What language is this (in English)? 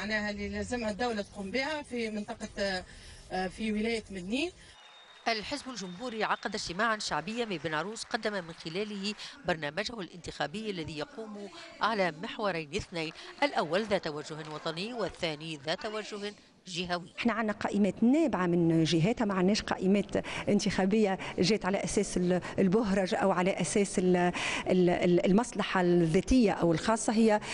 Tunisian Arabic